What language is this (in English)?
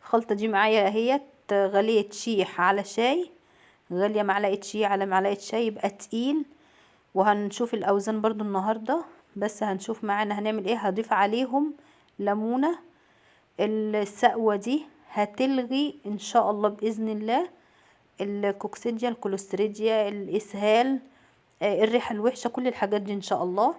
Egyptian Arabic